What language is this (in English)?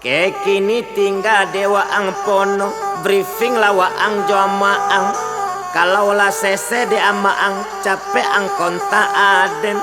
Minangkabau